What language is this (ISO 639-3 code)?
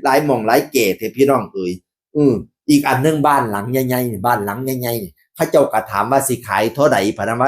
tts